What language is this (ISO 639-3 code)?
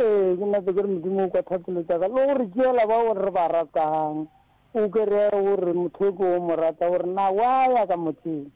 nso